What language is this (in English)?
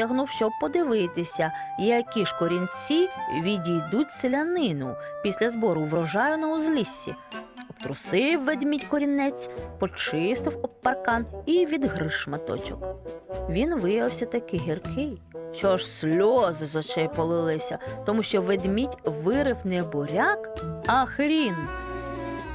Ukrainian